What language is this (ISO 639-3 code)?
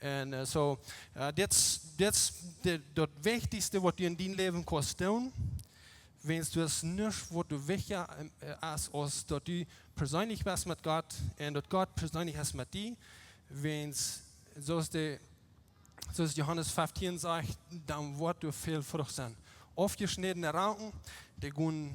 pdt